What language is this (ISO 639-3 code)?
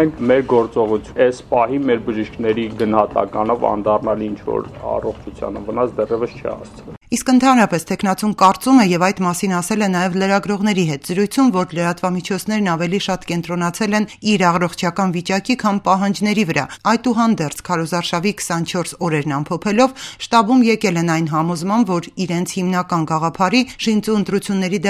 hye